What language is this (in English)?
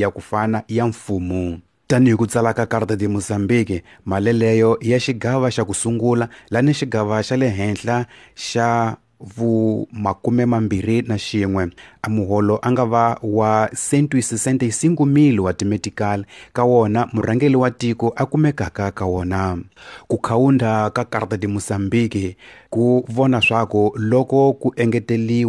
Tsonga